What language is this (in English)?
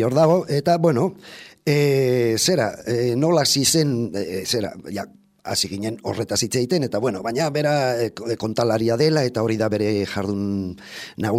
Basque